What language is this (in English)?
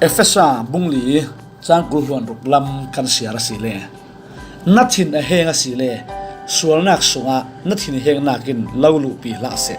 Falam Chin